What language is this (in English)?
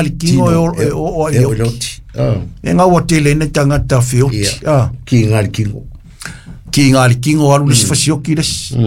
Samoan